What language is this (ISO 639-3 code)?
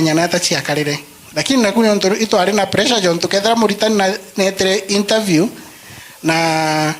mer